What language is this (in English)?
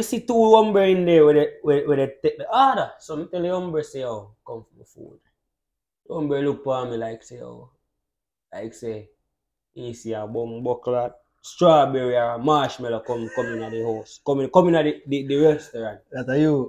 Jamaican Creole English